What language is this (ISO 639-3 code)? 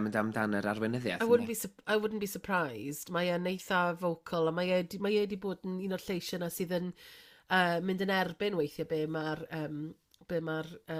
cym